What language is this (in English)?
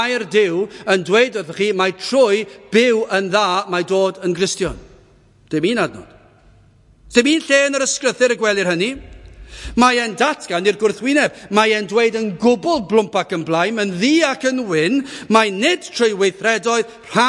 Welsh